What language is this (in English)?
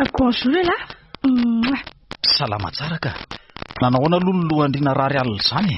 Malagasy